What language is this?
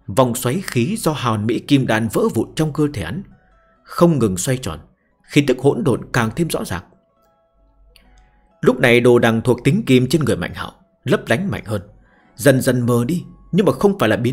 Vietnamese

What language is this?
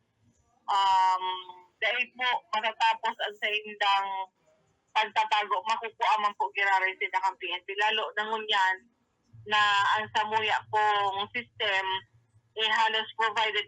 Bikol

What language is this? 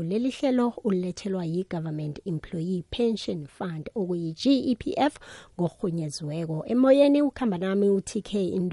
South Ndebele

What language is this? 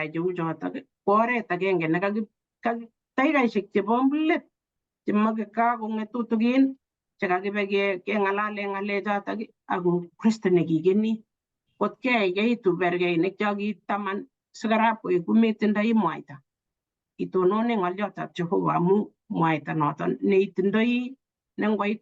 Kalenjin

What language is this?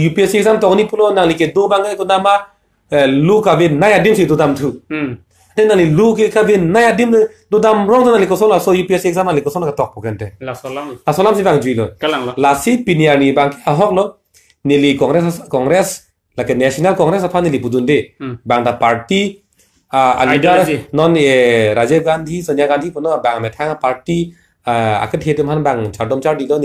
Karbi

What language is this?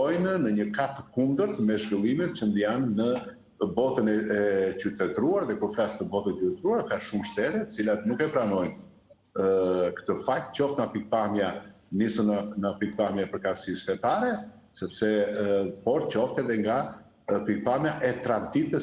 Albanian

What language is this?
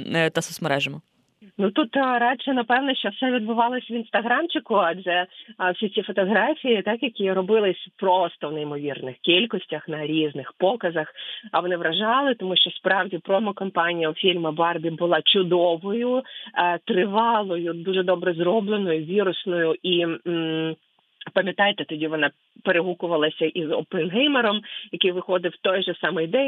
Ukrainian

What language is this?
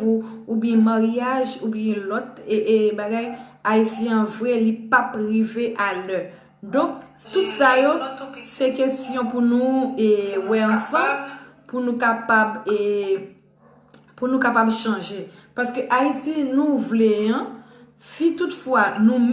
Haitian Creole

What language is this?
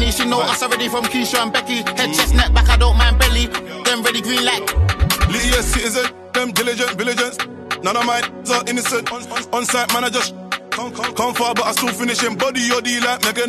Swahili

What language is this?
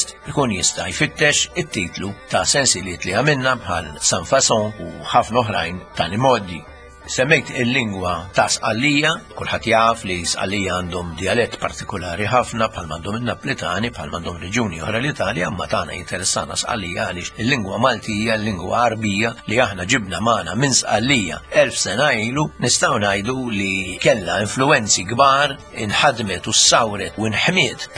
Maltese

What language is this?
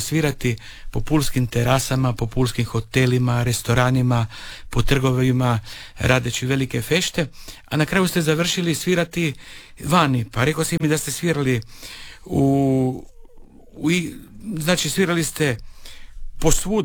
Croatian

